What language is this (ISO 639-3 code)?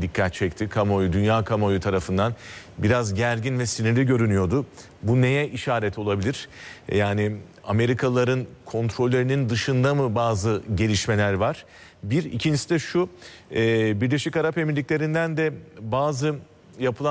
tur